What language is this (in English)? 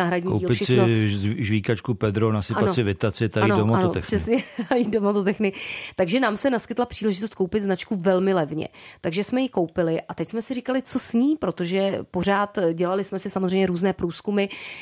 Czech